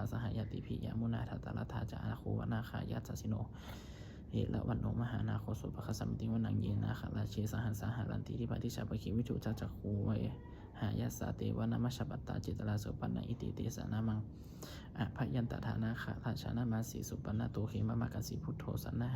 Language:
Pali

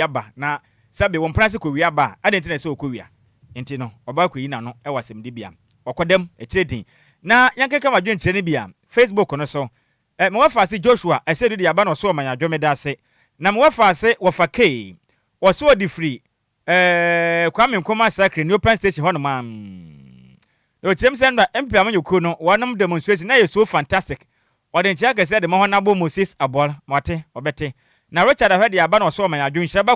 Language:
Akan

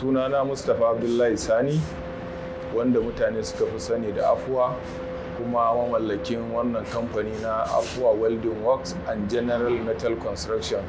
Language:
Hausa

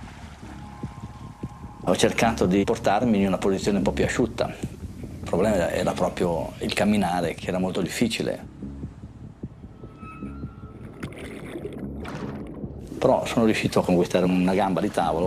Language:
Italian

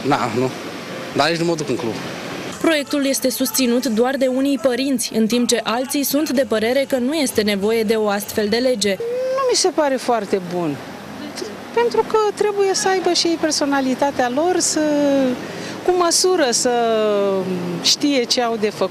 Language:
Romanian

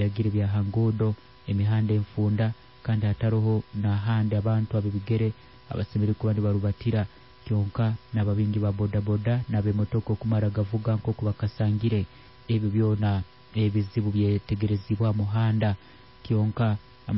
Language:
Nyankole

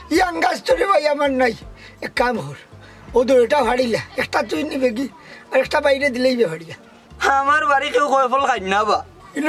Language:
Sylheti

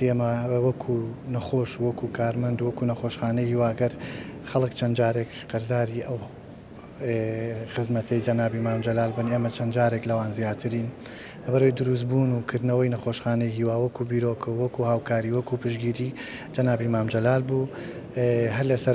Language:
Central Kurdish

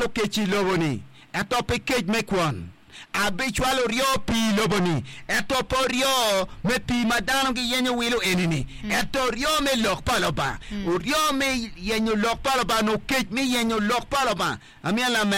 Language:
Acoli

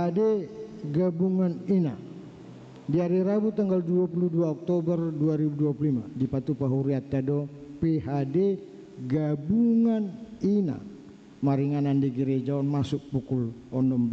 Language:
Batak Toba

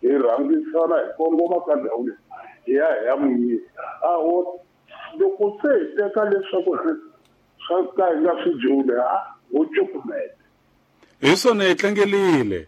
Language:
Tsonga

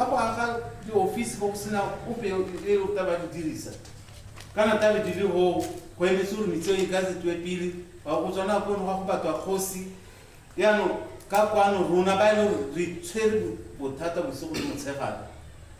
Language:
Tswana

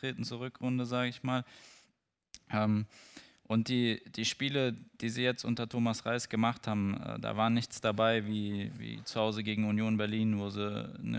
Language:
German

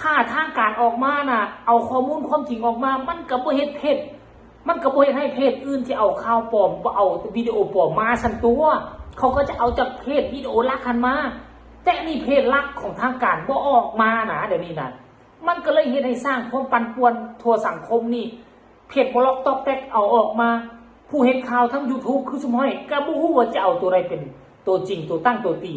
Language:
Lao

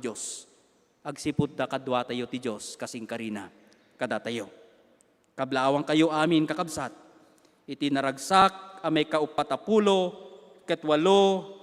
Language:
Iloko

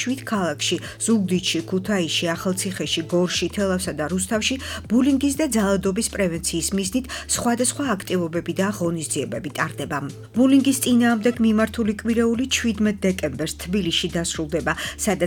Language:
Georgian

